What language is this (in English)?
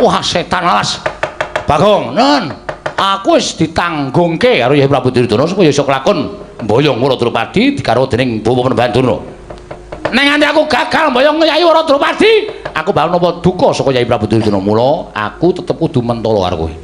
Javanese